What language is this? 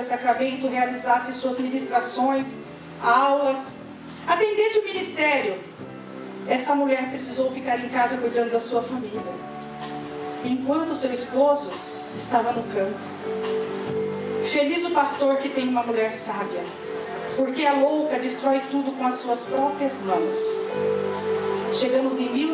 Portuguese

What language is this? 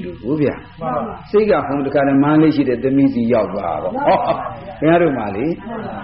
Burmese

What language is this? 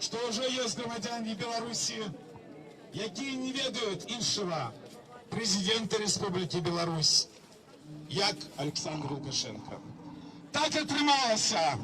Belarusian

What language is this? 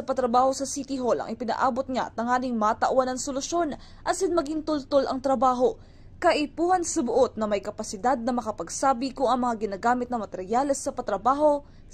Bikol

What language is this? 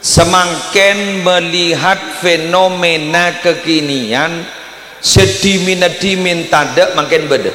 Madurese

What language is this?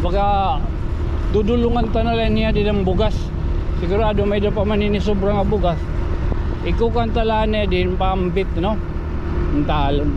Waray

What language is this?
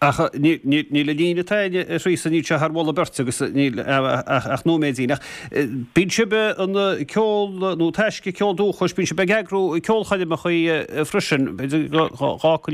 Irish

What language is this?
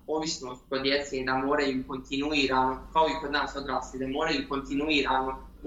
Bosnian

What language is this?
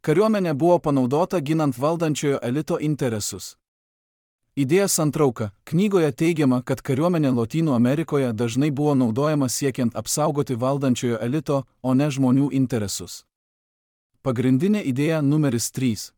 Lithuanian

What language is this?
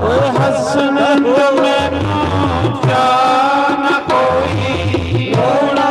Dogri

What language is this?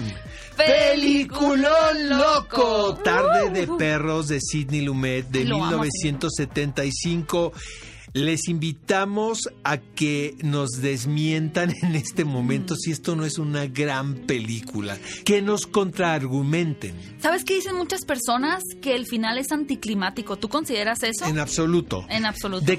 Spanish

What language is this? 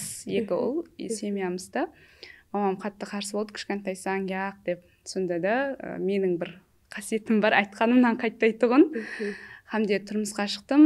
Kara-Kalpak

